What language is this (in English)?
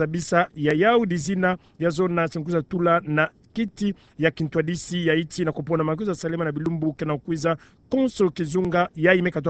Kituba (Democratic Republic of Congo)